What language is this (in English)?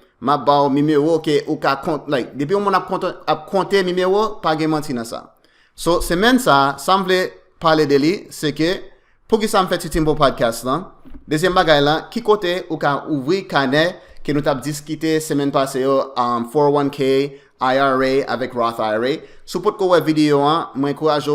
Haitian Creole